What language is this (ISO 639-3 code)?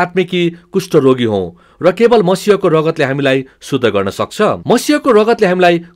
nep